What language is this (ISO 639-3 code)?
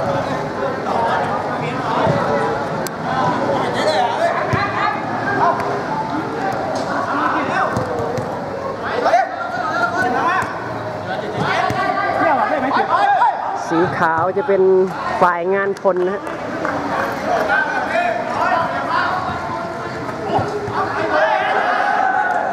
tha